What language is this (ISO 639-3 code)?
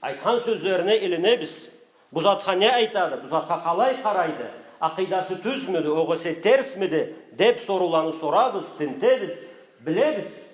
krc